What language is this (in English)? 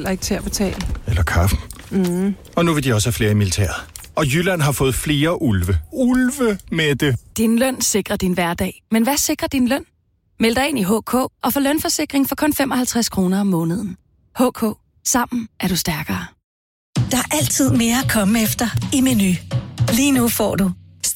Danish